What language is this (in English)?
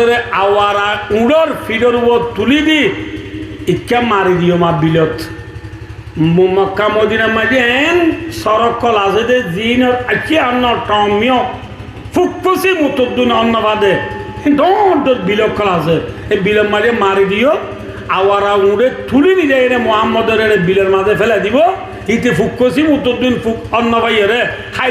Rohingya